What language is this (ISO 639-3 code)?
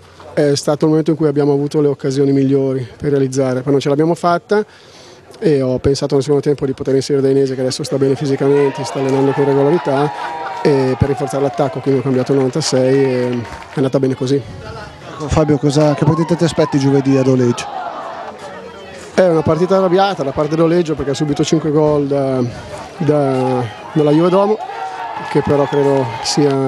ita